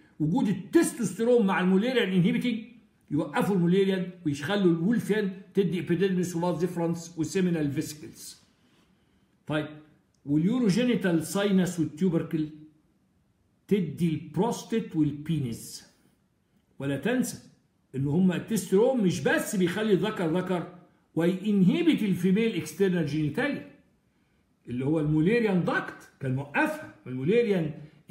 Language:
Egyptian Arabic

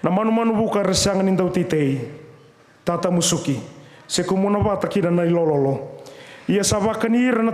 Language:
Fijian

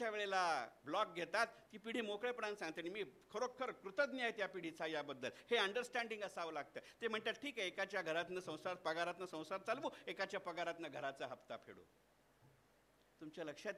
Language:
Marathi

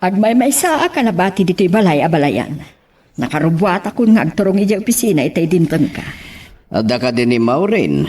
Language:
Iloko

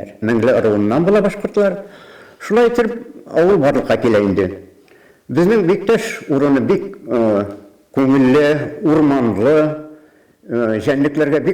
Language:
Bashkir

